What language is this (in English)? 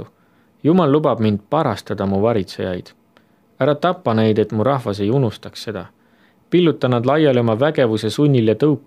Estonian